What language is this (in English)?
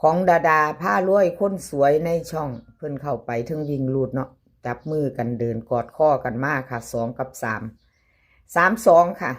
Northeastern Thai